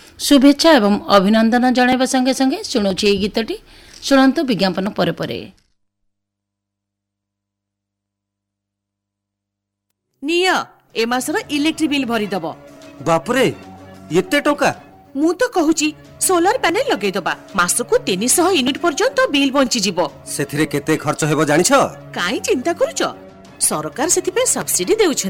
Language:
Odia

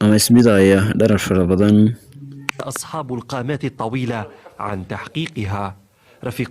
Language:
Somali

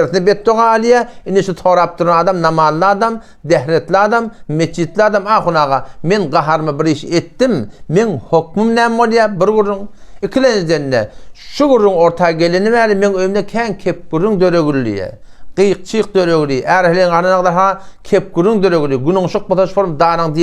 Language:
Turkmen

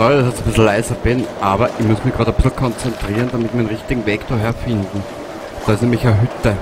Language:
Bavarian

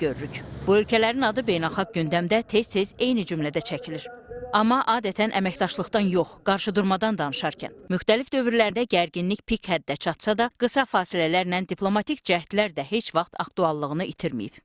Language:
Azerbaijani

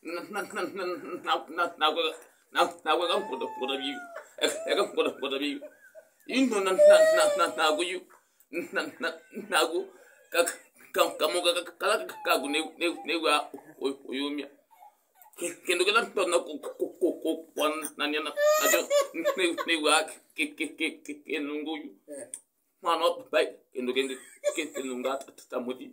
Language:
Kamba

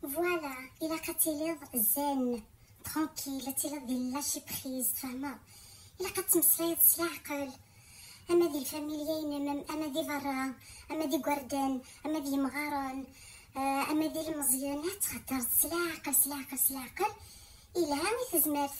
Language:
Kabyle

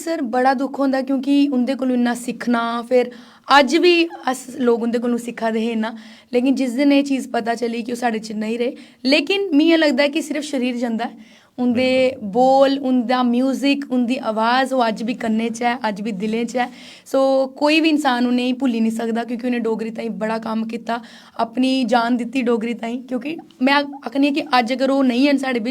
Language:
Dogri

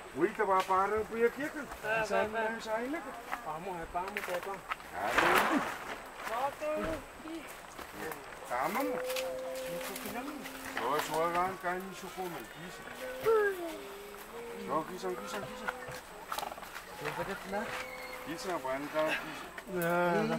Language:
Malay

